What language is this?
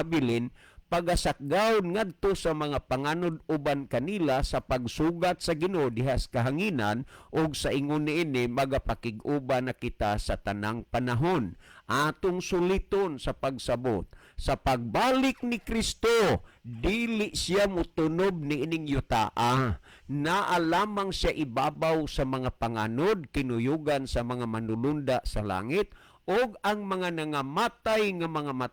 Cebuano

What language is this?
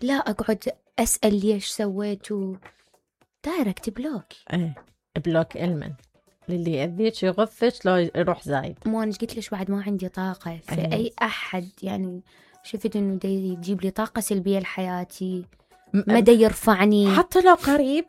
Mesopotamian Arabic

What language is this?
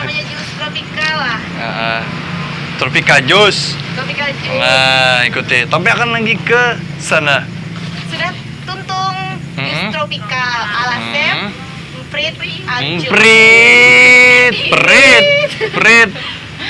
Banjar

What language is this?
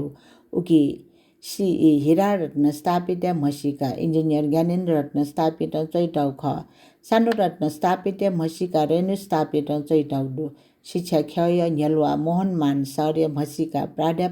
Newari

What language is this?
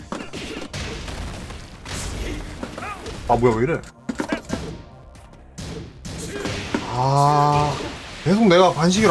Korean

